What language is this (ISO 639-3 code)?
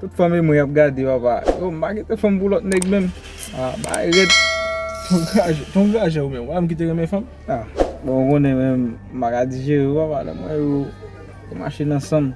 hat